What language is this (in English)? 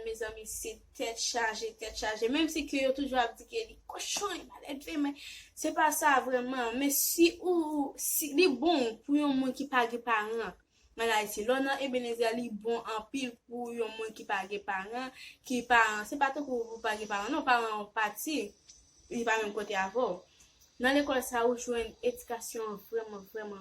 Haitian Creole